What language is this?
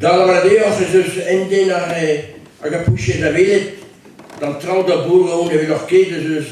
Breton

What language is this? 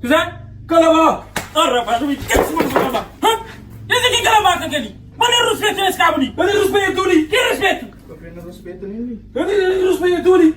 Kabuverdianu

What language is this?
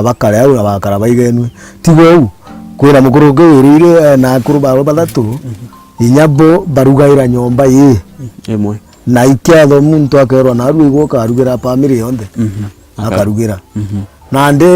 Meru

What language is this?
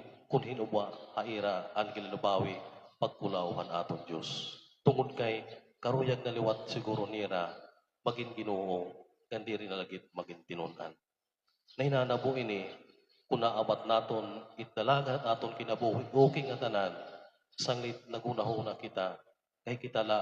Waray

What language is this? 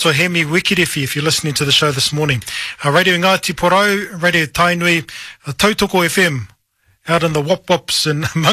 Māori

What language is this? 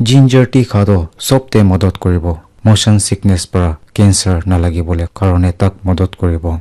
Naga Pidgin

